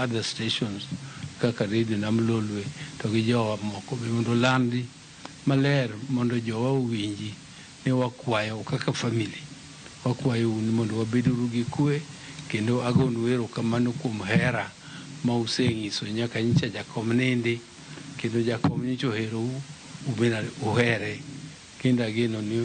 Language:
Luo (Kenya and Tanzania)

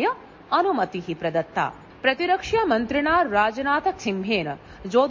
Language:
Sanskrit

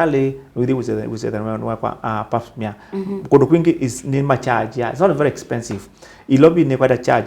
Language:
Kamba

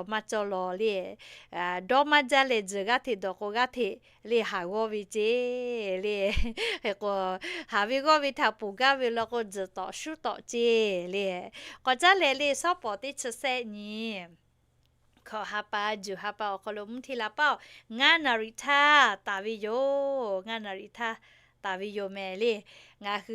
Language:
Lahu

